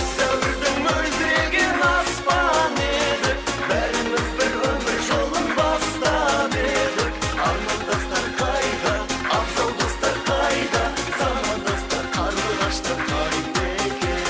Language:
Kara-Kalpak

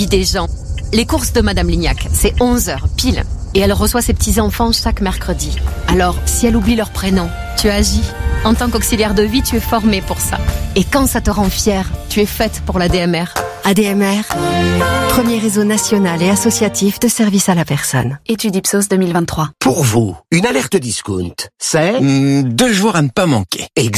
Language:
French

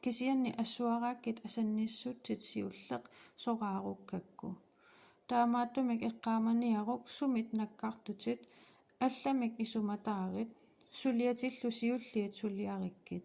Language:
Kalaallisut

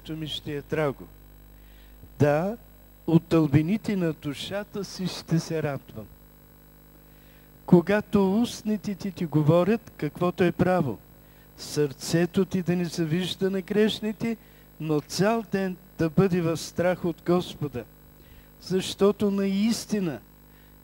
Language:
Bulgarian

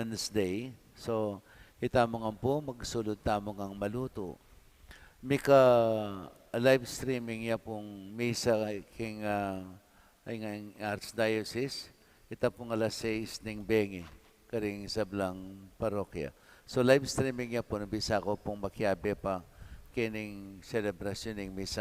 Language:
Pampanga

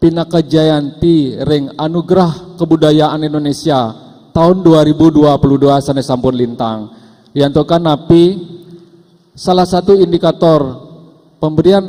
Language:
Balinese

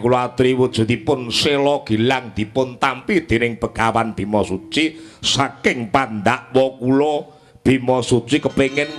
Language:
Javanese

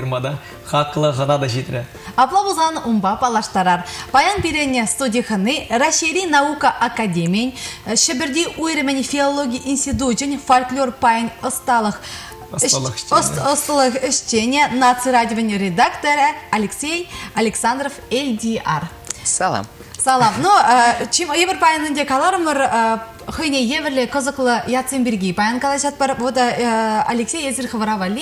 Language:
Chuvash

